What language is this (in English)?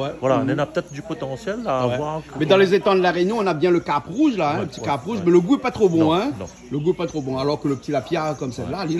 Réunion Creole French